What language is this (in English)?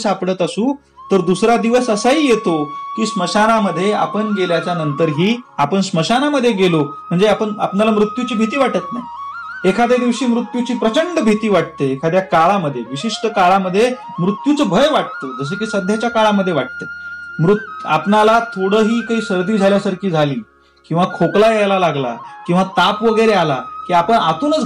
Marathi